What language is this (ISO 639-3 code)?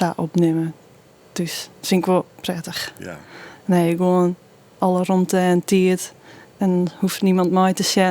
fry